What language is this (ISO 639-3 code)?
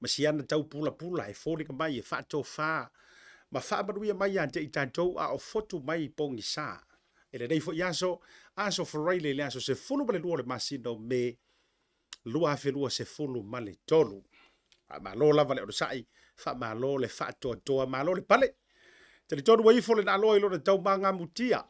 smo